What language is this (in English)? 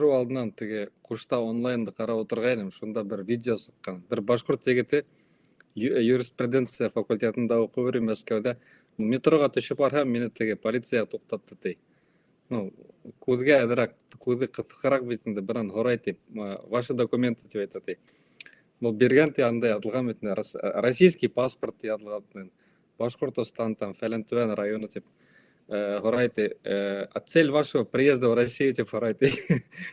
Bashkir